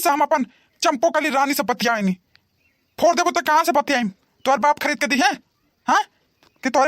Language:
Bhojpuri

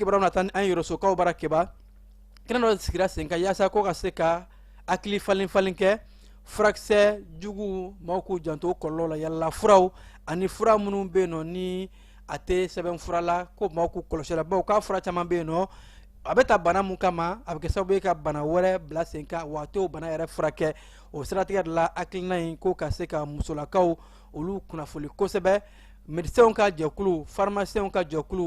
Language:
Bambara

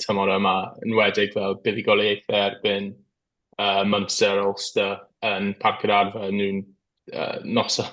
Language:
Welsh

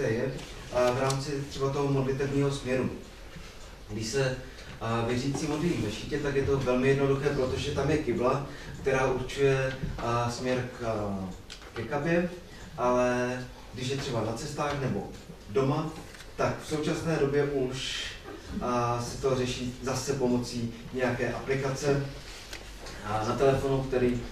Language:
Czech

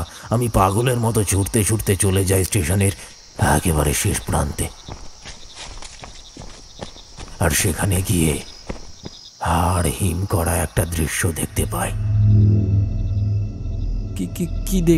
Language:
Bangla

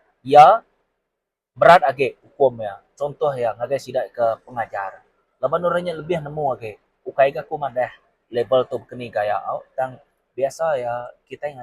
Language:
Iban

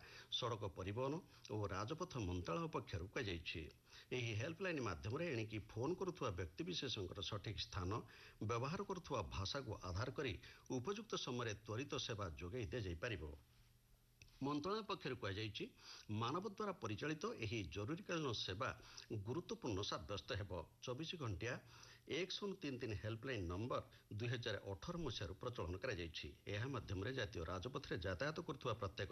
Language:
Odia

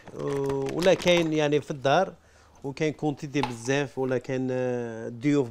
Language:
Algerian Arabic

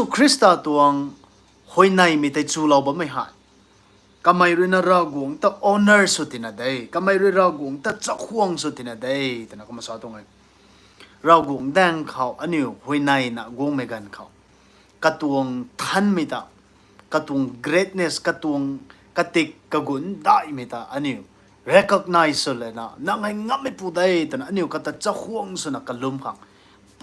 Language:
Rongmei Naga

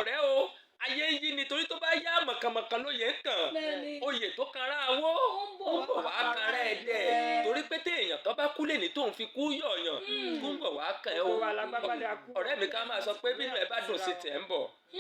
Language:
Yoruba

